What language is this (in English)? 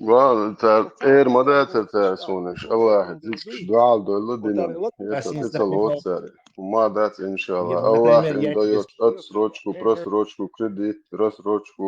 Chechen